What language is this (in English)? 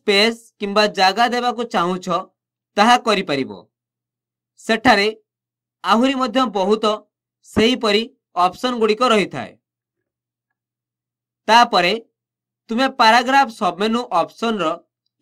Odia